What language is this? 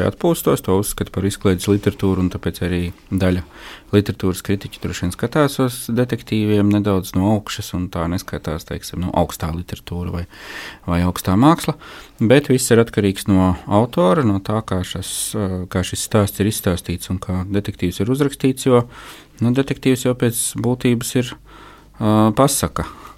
Latvian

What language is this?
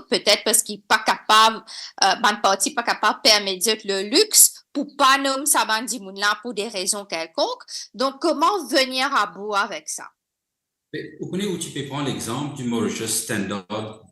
Morisyen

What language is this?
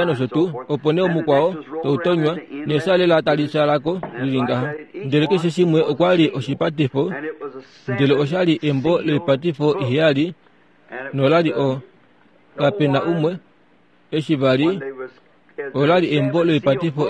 Kuanyama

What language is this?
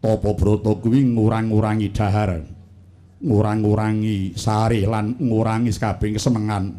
Javanese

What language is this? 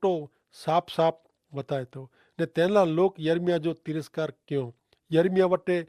Kachhi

